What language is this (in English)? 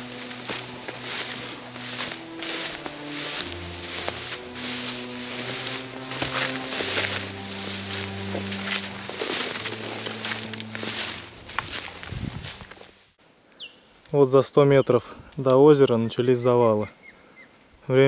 Russian